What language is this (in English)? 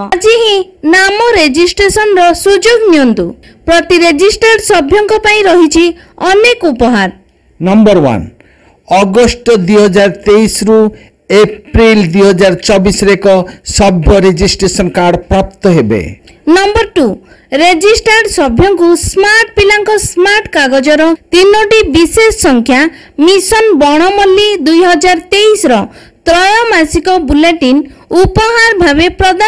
Odia